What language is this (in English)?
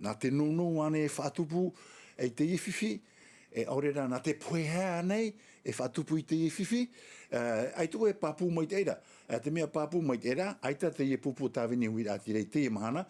Tahitian